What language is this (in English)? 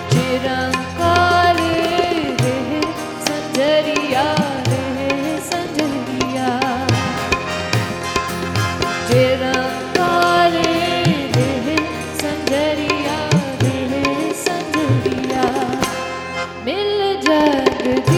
Hindi